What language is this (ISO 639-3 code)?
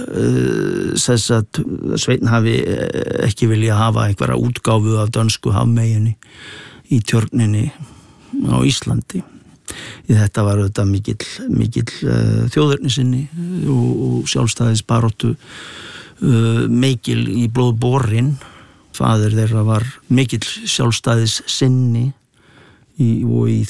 isl